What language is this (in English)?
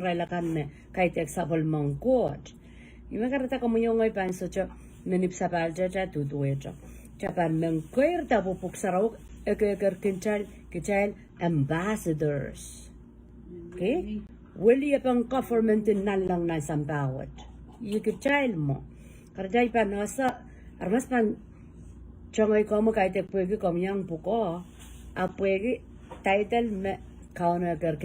Pohnpeian